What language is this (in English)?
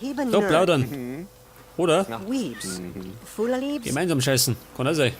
Bavarian